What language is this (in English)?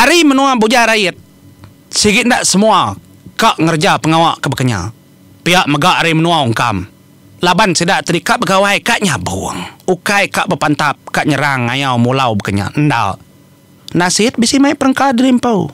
Iban